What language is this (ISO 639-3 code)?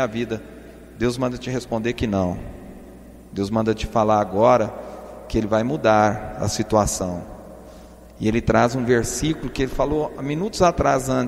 por